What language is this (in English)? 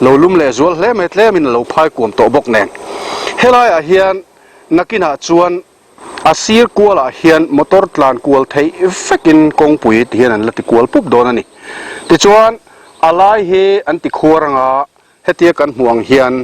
Mizo